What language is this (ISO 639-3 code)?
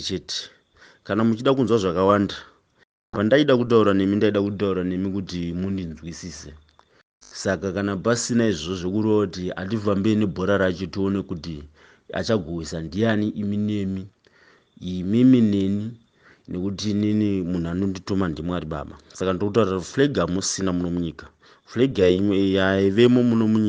sna